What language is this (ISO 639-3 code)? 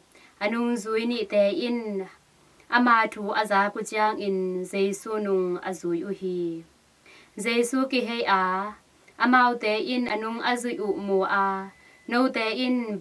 ctd